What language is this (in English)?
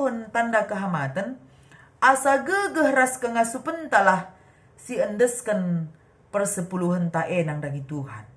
Batak Karo